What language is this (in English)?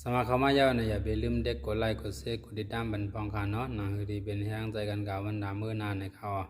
Shan